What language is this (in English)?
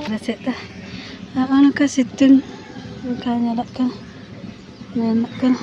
Santali